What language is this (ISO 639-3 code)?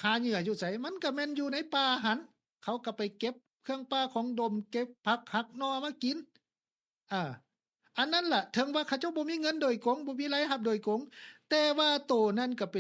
lao